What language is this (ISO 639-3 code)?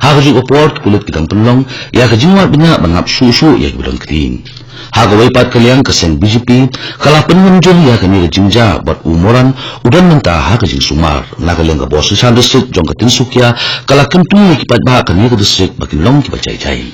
kha